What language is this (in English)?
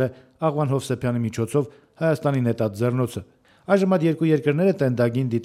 Armenian